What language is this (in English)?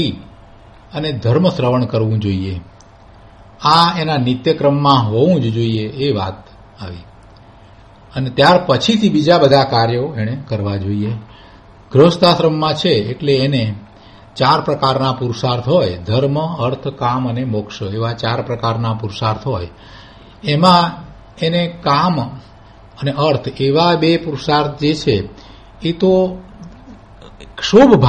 Gujarati